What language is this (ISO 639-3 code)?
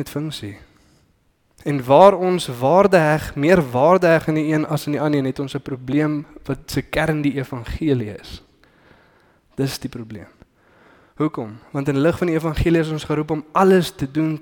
afr